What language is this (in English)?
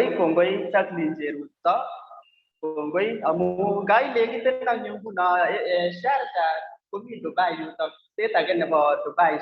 Kalenjin